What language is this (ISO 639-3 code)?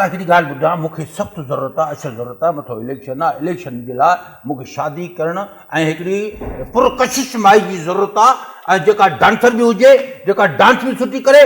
snd